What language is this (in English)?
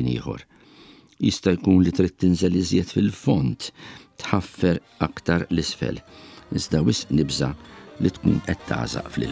Maltese